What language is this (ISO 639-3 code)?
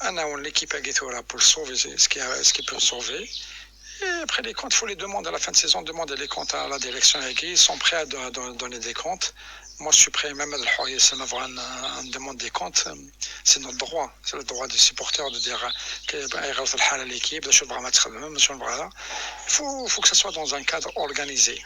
kab